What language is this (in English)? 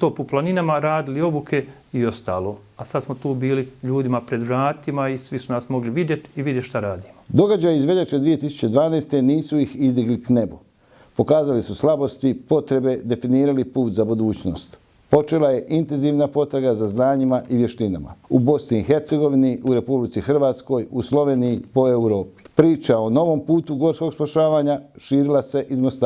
Bosnian